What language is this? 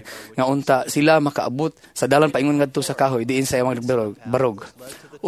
Cebuano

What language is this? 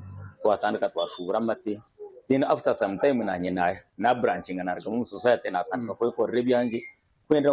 Nyankole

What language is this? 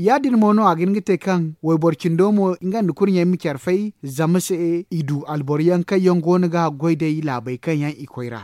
Zarma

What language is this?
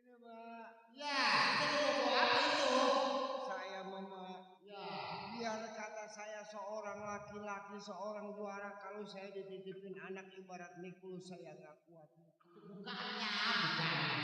Betawi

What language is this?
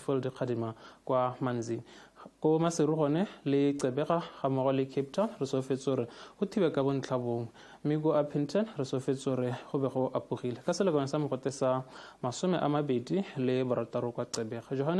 Tswana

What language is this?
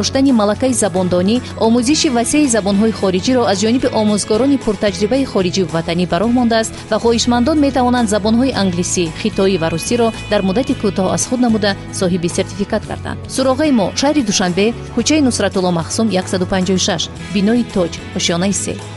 Tajik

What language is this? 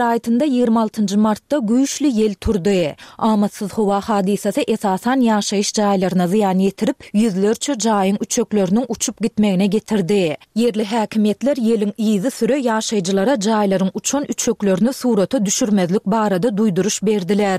Turkmen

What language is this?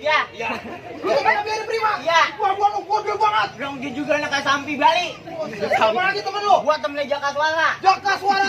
Betawi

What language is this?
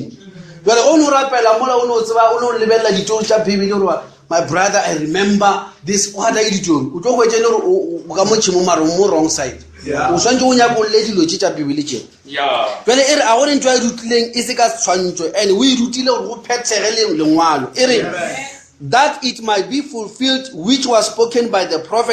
Northern Sotho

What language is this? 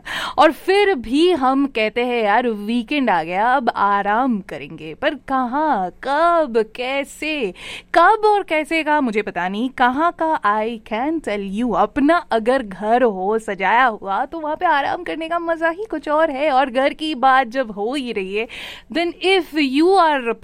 Hindi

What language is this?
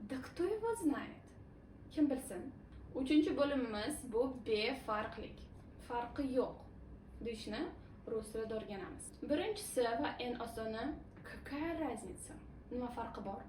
Uzbek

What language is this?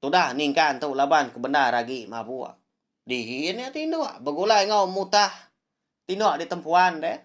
Iban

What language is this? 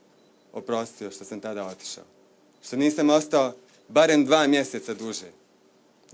Bosnian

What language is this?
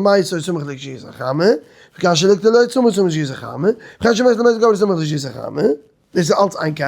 Yiddish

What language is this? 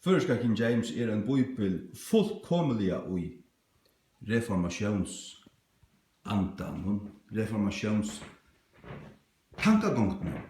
Faroese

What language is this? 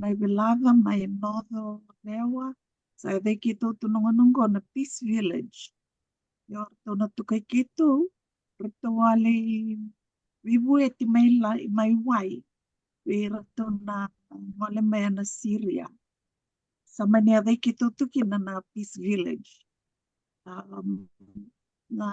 Fijian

